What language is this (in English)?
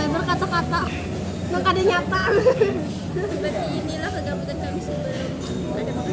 Banjar